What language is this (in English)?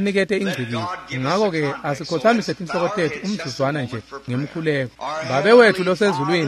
Swati